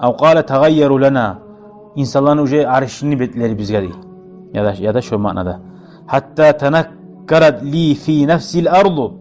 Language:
Kumyk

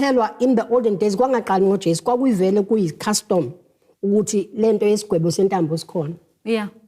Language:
Zulu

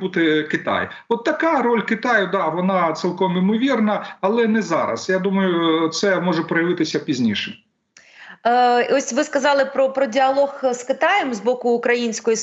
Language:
Ukrainian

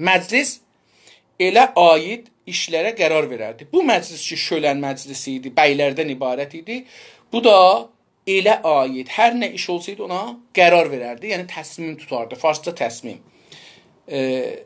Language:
South Azerbaijani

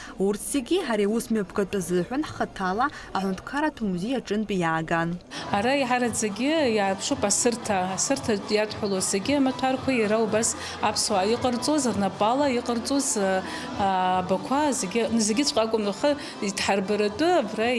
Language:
Abkhazian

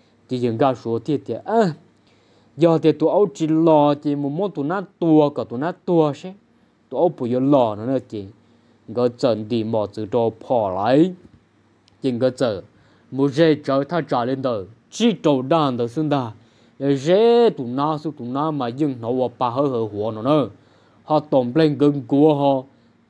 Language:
Hmong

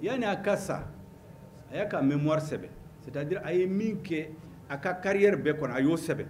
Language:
Bambara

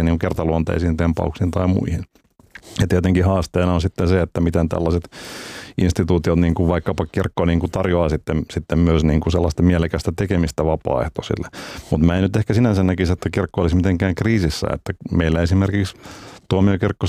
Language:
Finnish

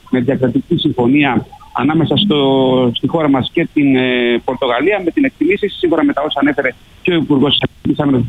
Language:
Greek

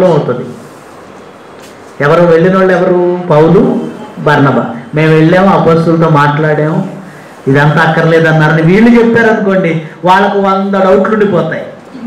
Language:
Telugu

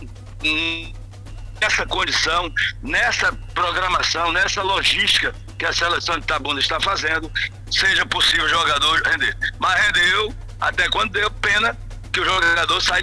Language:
Portuguese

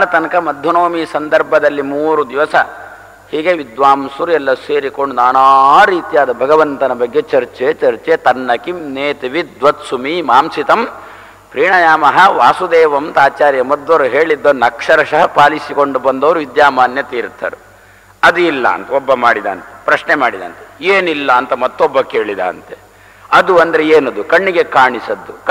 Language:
Kannada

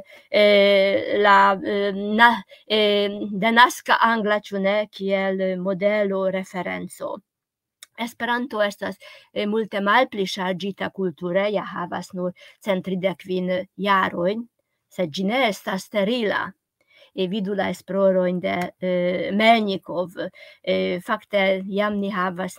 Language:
Esperanto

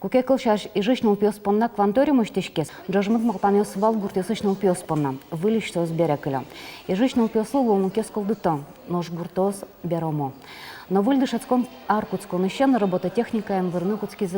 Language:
Udmurt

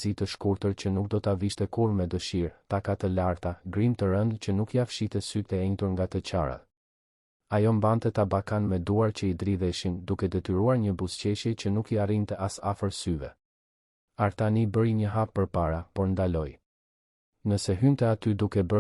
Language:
Albanian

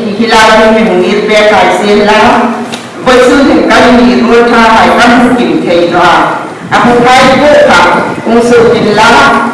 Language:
Hmar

